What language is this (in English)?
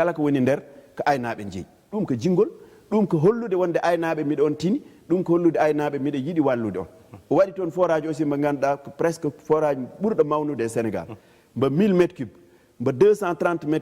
Fula